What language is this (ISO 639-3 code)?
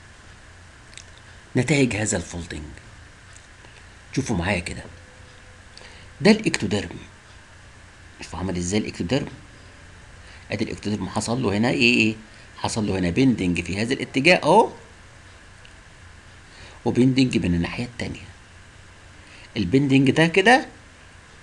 arz